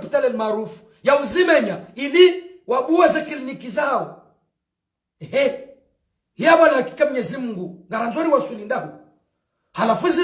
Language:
Ngazidja Comorian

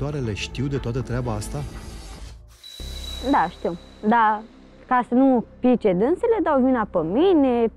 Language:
Romanian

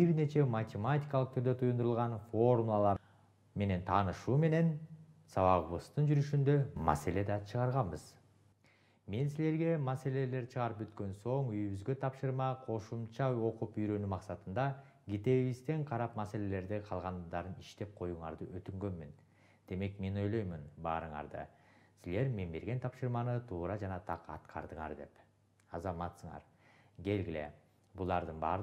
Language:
Kyrgyz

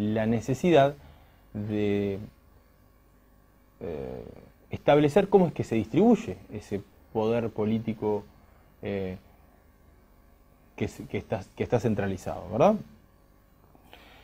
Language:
Spanish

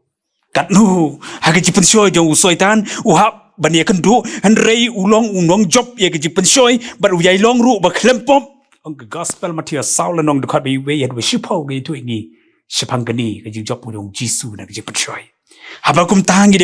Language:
Khasi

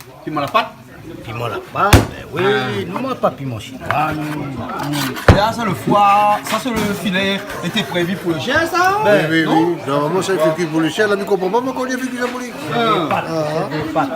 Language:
Réunion Creole French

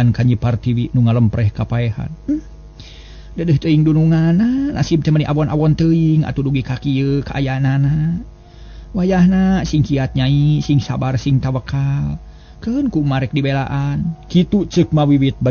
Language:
Sundanese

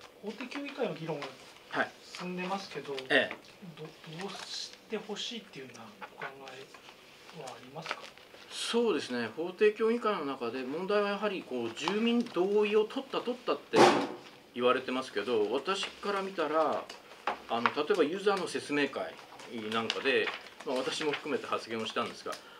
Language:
Japanese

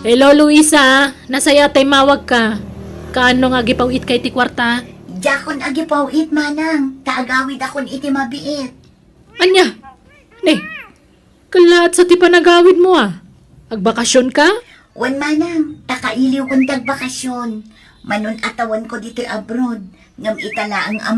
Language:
Iloko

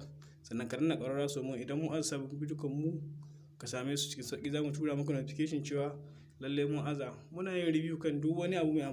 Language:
Hausa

